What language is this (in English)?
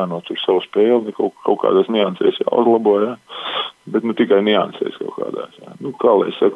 Latvian